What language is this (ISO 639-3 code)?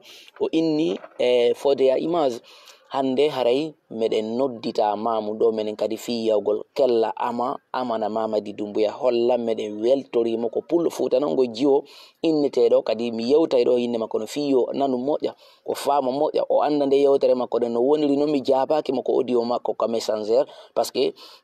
ful